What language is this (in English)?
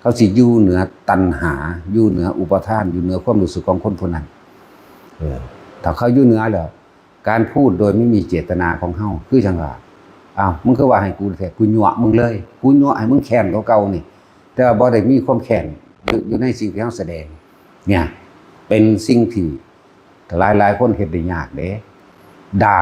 Northeastern Thai